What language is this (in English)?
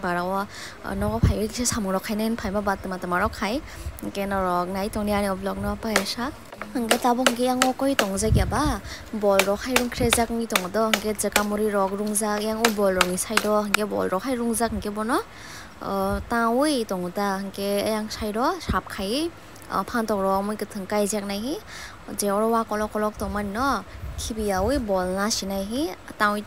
Kok Borok